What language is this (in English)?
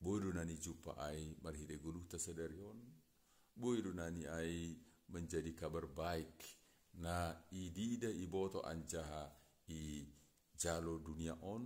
Batak Simalungun